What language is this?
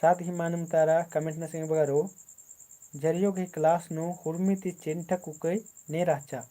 Kurukh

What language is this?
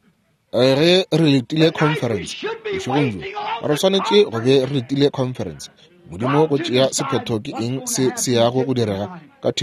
Northern Sotho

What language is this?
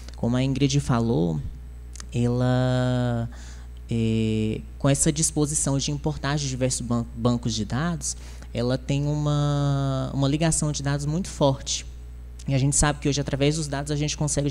Portuguese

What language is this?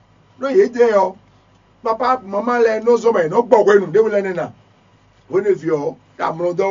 Fon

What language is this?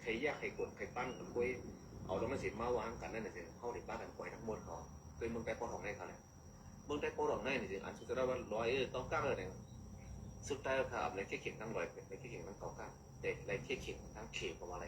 Shan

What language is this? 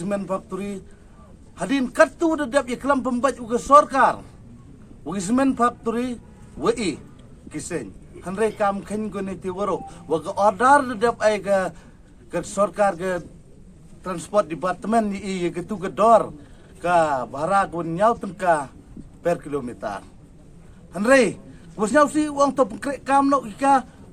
Pnar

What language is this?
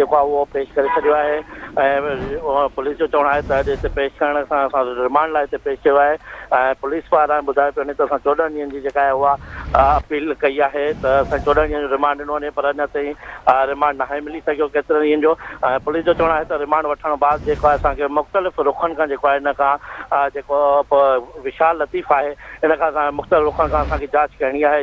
Sindhi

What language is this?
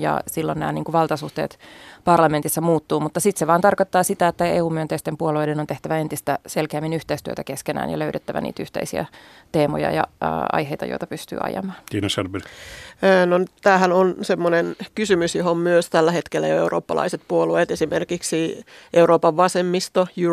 Finnish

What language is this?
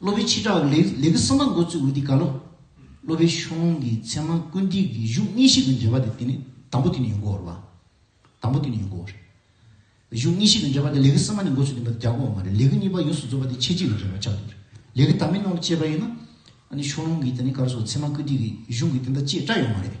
Tibetan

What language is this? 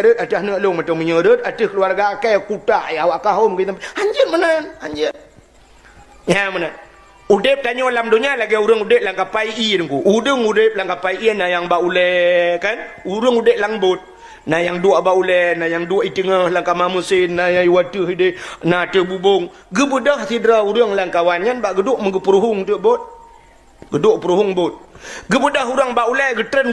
Achinese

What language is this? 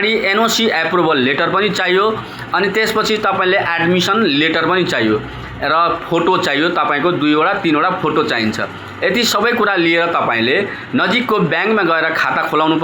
Nepali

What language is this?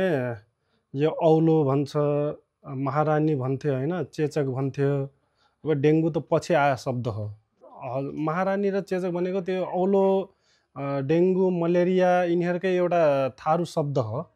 Nepali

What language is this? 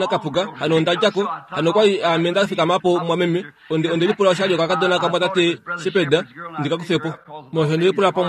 Kuanyama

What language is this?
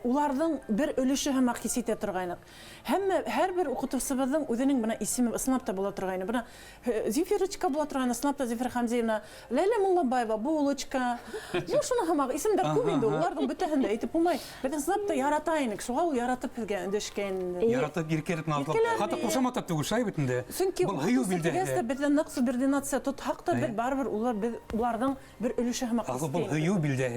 Bashkir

